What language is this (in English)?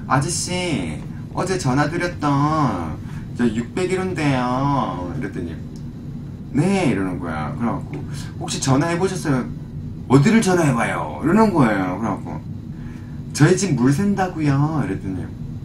Korean